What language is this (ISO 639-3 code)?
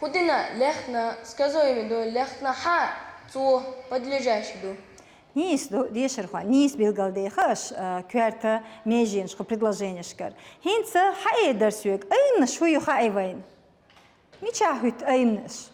che